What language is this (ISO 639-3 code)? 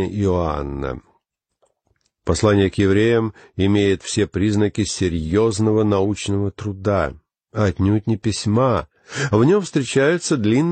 rus